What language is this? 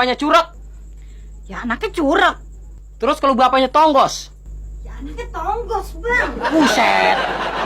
Betawi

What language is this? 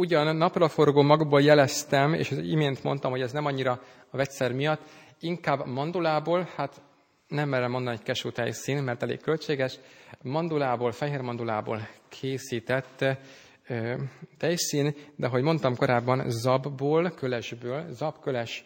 Hungarian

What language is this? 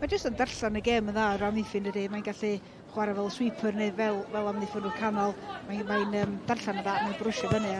Welsh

